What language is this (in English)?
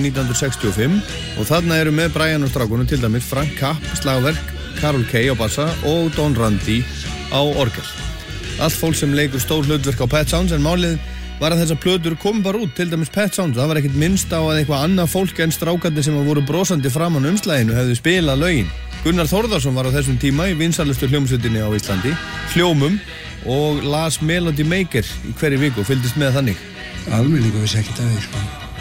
Icelandic